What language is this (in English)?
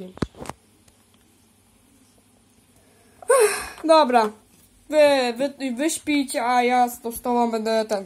Polish